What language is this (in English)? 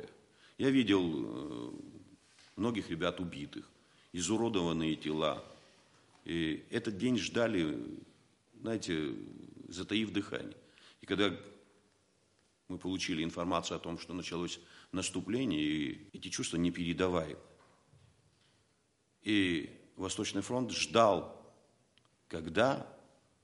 Russian